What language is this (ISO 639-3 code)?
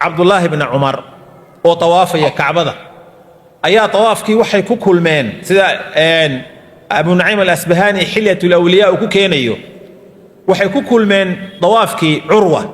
som